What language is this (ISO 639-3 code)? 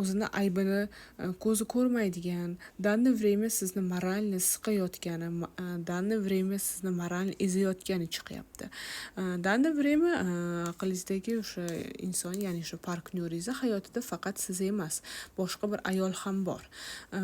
uzb